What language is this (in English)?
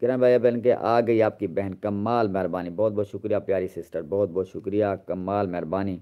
Saraiki